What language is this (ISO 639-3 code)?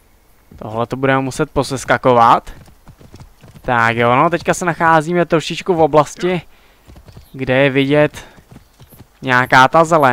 ces